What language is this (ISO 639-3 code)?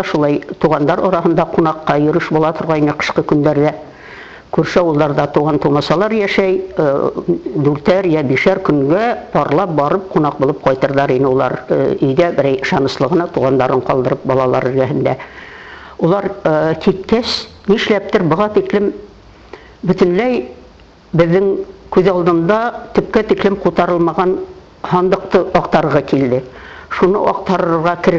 bak